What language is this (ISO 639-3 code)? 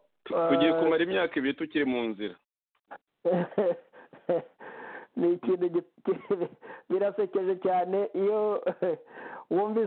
kin